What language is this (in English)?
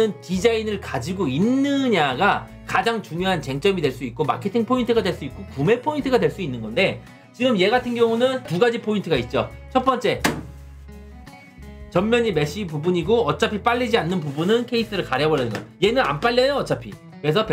Korean